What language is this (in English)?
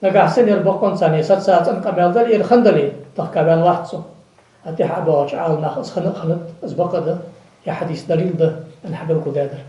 Ingush